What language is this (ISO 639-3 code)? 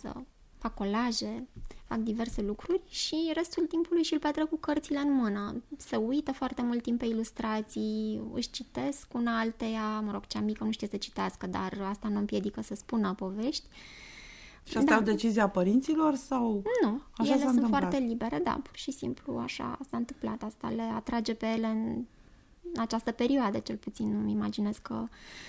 ron